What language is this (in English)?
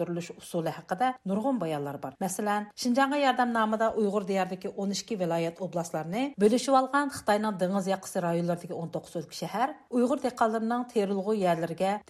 Uyghur